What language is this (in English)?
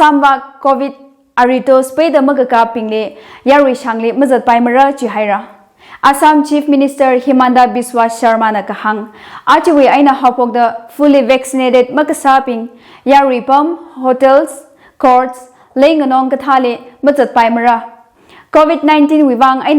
Tangkhul Naga (India)